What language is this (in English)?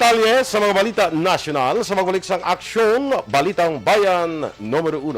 Hiligaynon